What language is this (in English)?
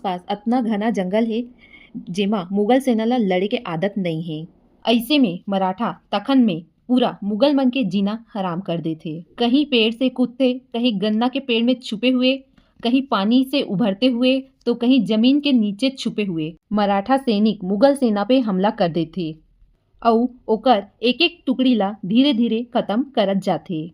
Chhattisgarhi